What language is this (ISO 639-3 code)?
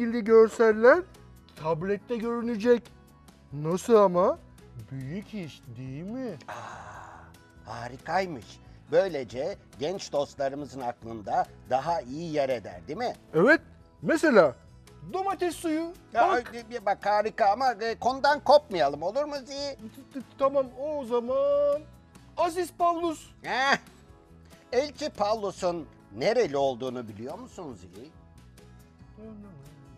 tur